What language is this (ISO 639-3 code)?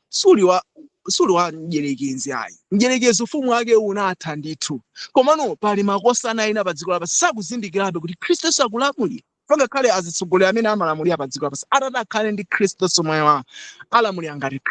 nya